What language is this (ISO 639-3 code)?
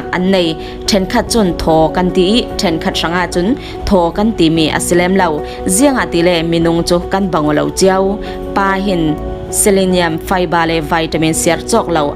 cfm